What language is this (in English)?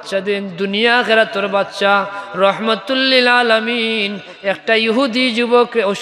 Sylheti